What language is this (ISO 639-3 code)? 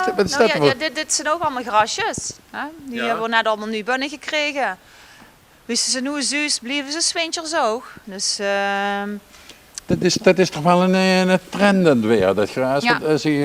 lim